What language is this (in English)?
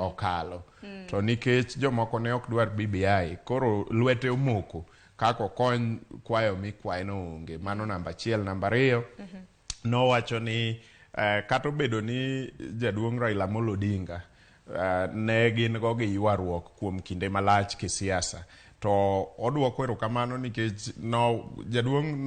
Luo (Kenya and Tanzania)